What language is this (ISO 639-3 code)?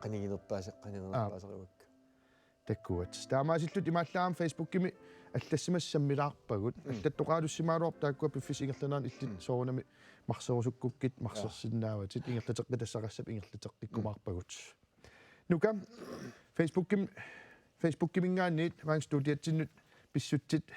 kal